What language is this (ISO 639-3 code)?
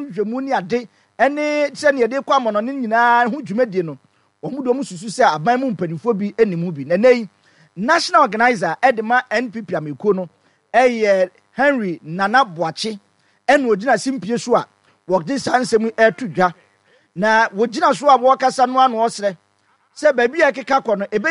aka